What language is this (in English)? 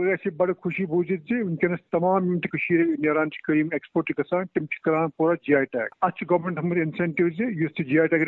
Kashmiri